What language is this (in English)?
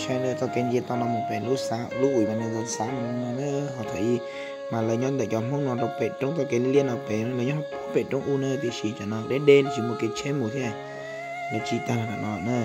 Hmong